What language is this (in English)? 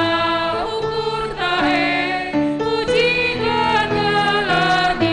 Batak Karo